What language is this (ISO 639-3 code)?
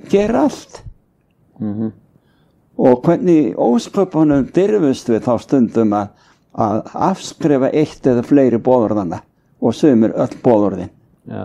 isl